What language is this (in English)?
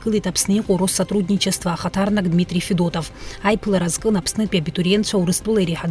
Abkhazian